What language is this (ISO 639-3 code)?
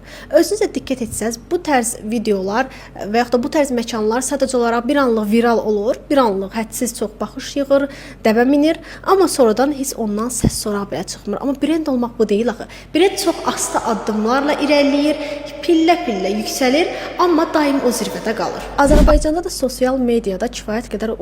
aze